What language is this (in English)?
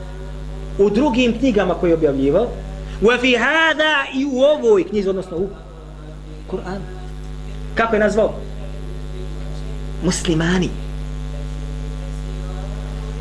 Bosnian